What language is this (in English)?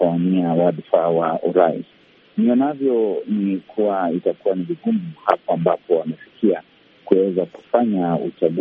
Swahili